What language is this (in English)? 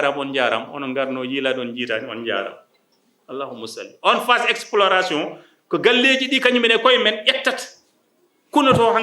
Fula